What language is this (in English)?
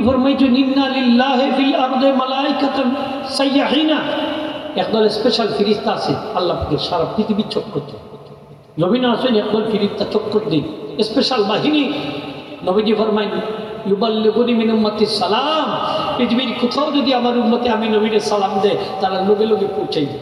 Sylheti